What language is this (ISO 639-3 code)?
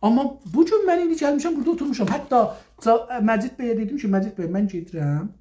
azb